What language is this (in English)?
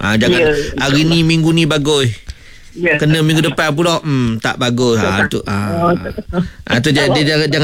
Malay